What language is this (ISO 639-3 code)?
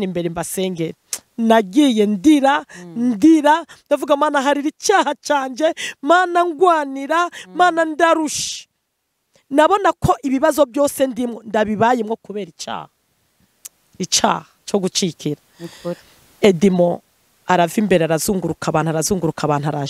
run